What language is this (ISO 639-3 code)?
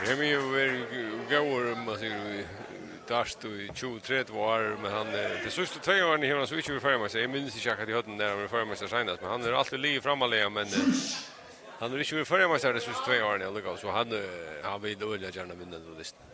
fao